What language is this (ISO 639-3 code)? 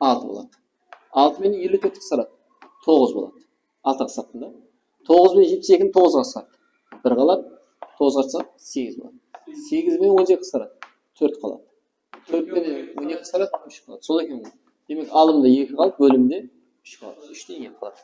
kaa